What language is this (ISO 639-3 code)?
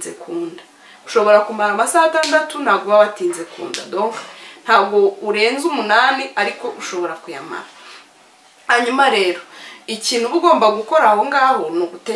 kin